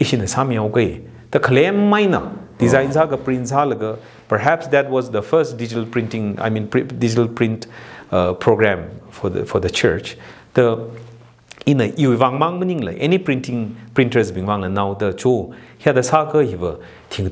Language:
Tangkhul Naga (India)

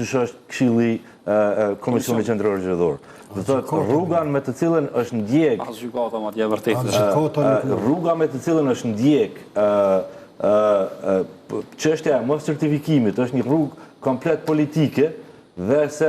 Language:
Albanian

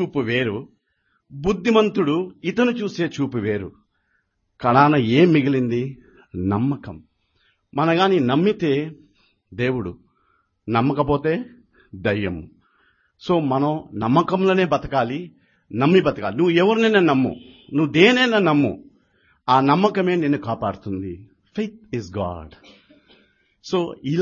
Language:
Telugu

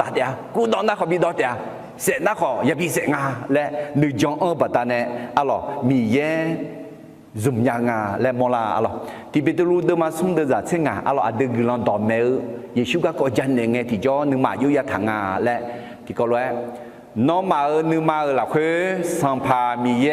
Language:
Akha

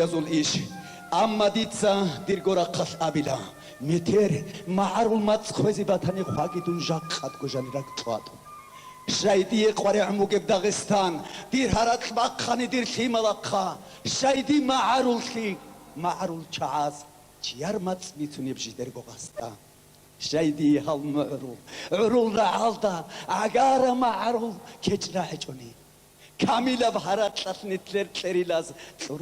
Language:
Avaric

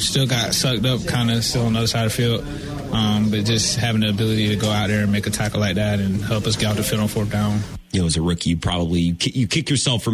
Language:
English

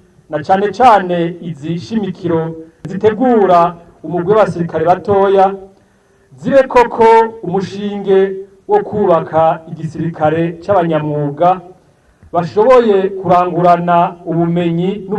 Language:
Rundi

